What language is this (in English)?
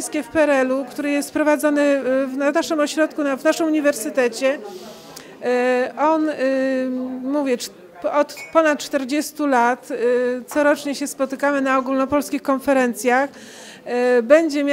Polish